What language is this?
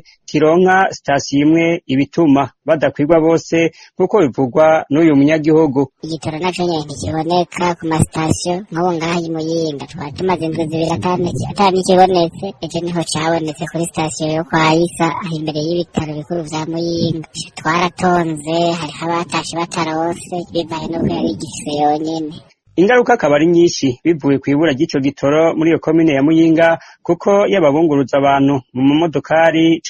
Rundi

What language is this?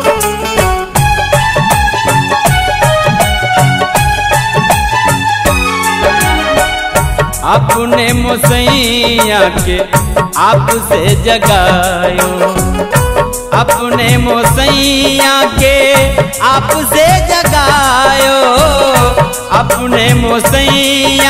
Bhojpuri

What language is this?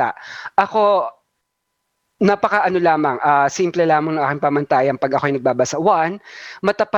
Filipino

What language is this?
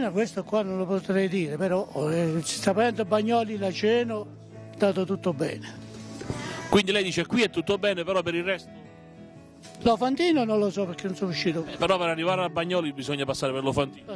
Italian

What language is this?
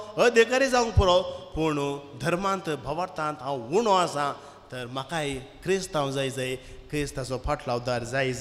Konkani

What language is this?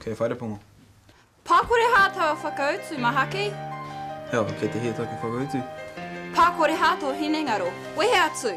Māori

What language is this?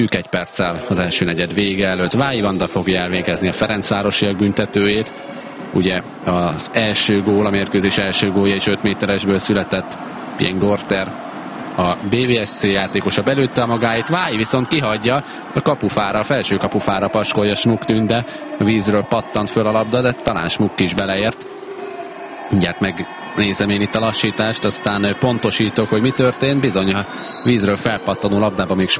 Hungarian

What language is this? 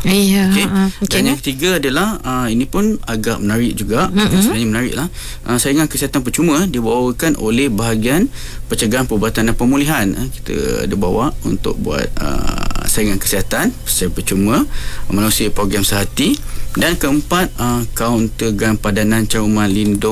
Malay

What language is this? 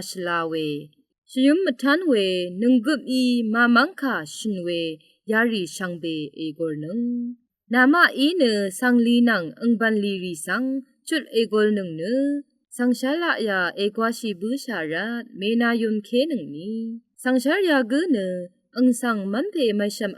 Rawang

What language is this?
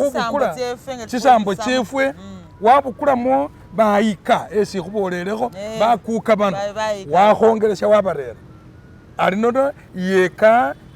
Masaaba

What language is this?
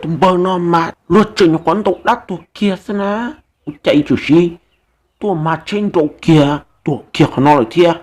Hmong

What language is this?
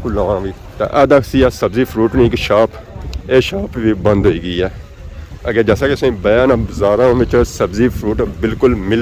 Pahari-Potwari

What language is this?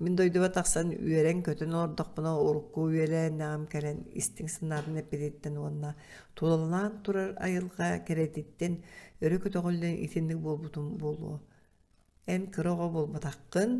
Yakut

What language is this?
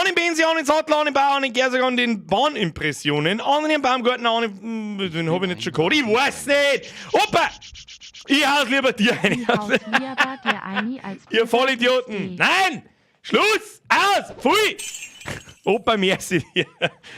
Bavarian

